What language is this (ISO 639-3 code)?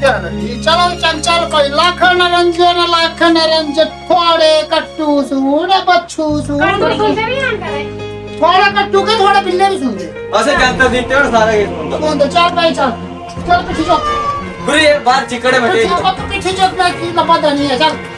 doi